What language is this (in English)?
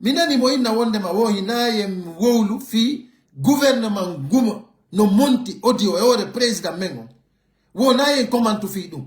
Pular